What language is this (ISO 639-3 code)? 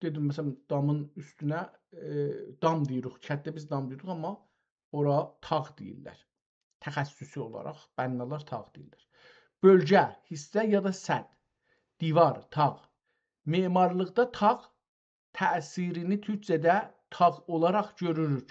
azb